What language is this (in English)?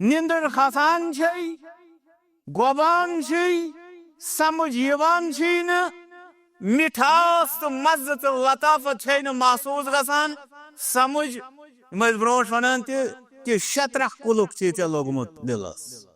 Kashmiri